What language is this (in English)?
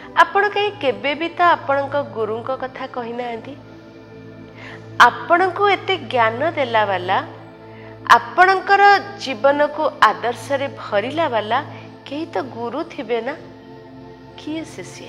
Odia